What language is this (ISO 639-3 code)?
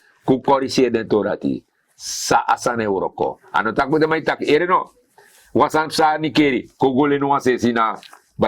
srn